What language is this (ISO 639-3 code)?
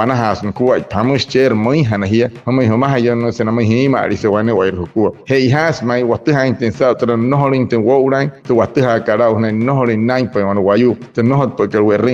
guc